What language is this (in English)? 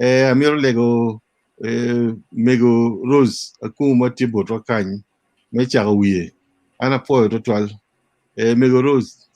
Acoli